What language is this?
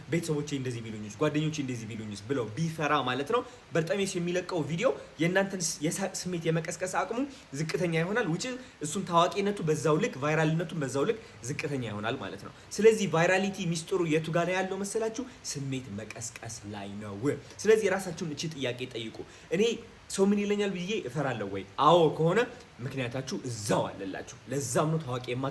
Amharic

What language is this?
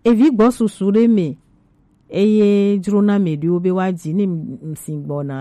Gen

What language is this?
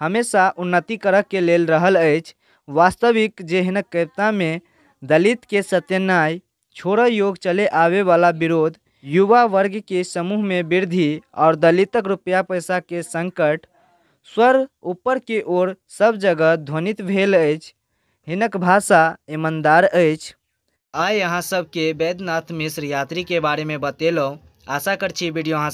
Maithili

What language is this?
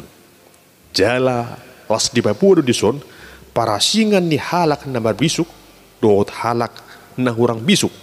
Batak Toba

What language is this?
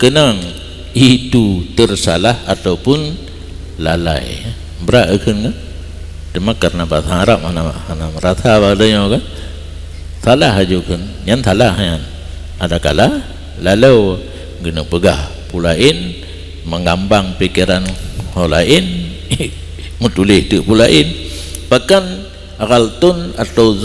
Achinese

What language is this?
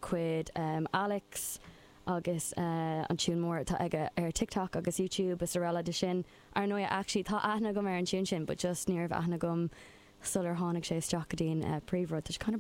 Irish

